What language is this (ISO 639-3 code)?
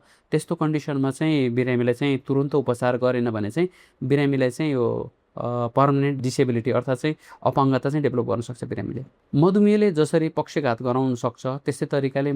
nep